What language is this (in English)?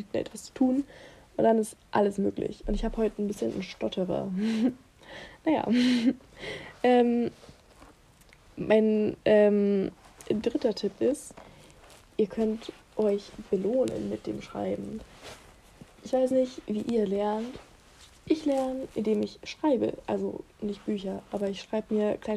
German